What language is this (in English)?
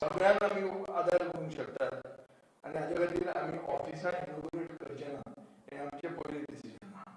Konkani